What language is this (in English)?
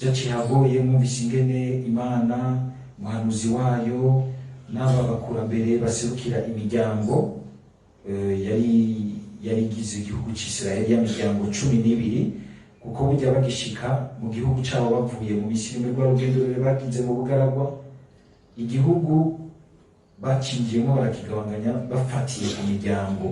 Rundi